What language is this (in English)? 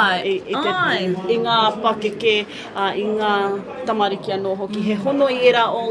Māori